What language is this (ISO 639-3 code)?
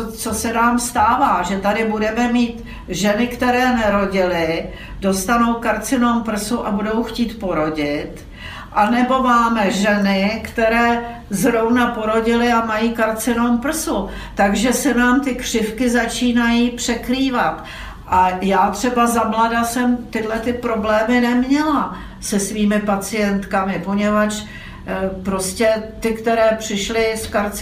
ces